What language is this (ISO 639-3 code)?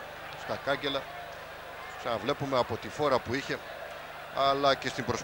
ell